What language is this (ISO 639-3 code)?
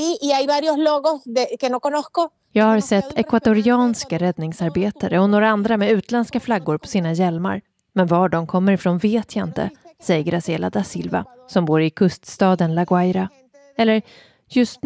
swe